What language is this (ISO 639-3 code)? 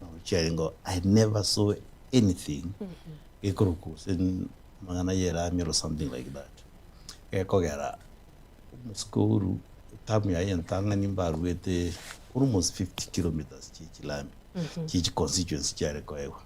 guz